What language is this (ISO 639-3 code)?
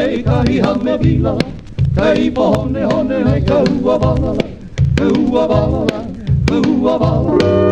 haw